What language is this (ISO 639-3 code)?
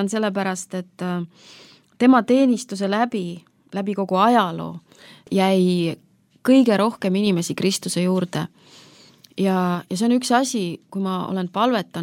est